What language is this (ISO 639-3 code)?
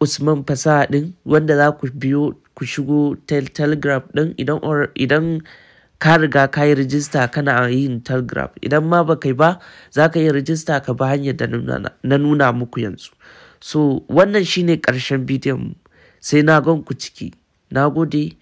hau